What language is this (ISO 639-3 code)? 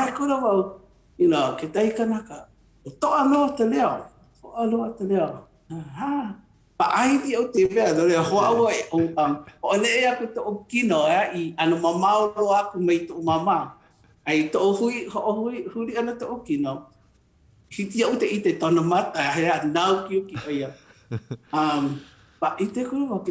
haw